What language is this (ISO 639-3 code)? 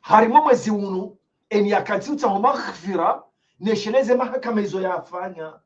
zdj